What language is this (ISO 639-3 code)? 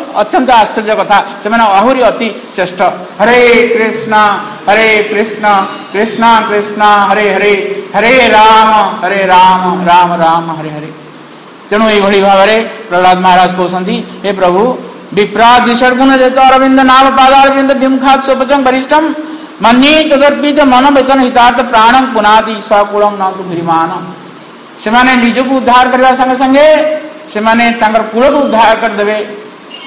ori